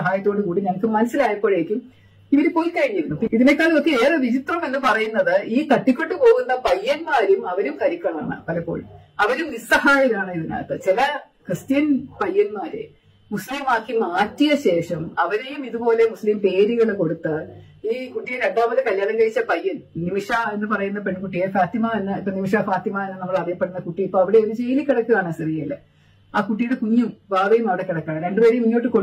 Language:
Malayalam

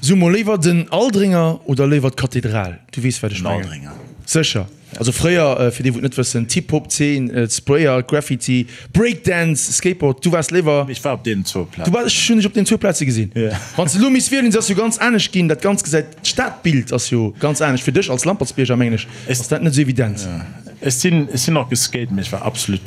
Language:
Luxembourgish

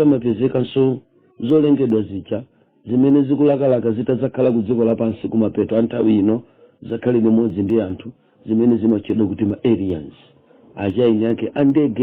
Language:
Nyanja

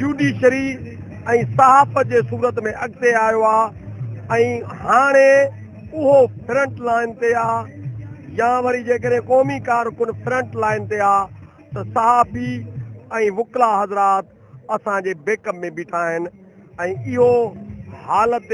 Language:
Sindhi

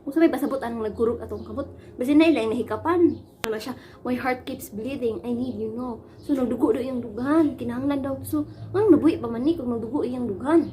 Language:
Cebuano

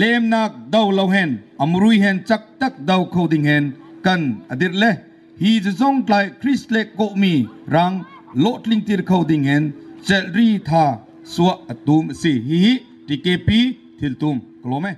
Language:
Bawm Chin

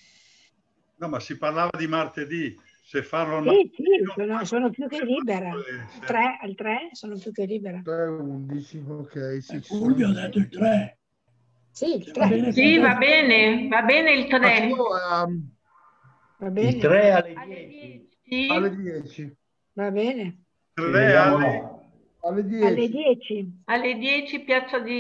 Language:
Italian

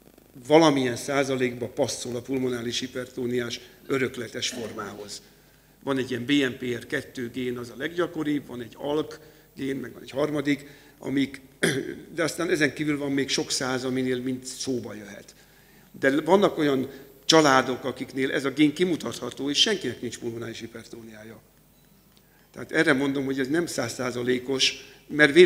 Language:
Hungarian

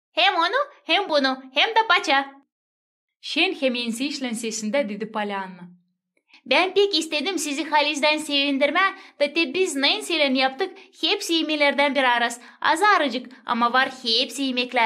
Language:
Gagauz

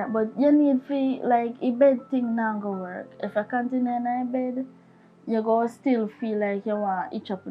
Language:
Jamaican Creole English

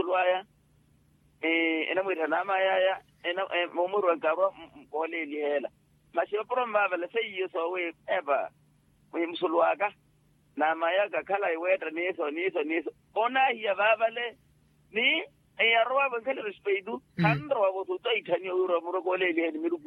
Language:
Makhuwa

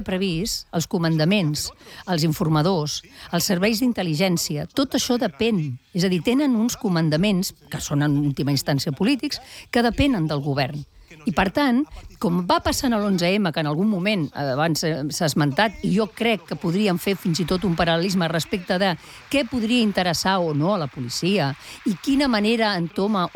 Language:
Catalan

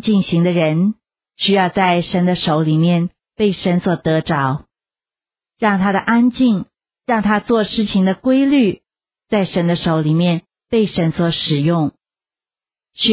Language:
Chinese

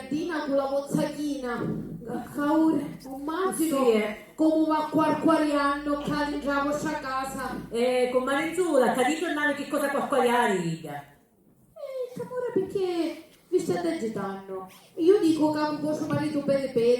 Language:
Sicilian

